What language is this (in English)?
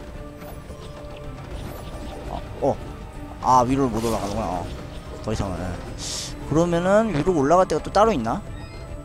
Korean